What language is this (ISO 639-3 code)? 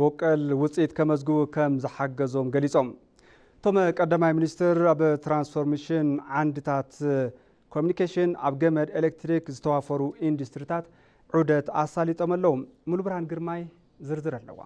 tir